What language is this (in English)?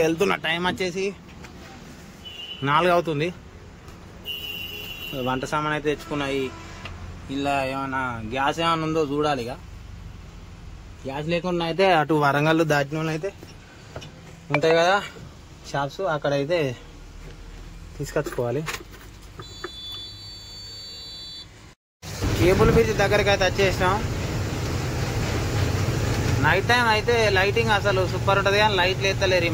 Telugu